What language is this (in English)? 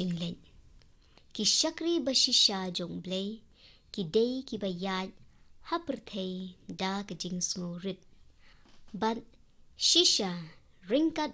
Khasi